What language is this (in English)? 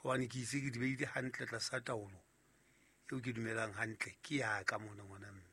Southern Sotho